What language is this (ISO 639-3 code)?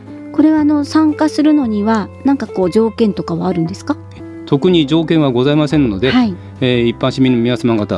jpn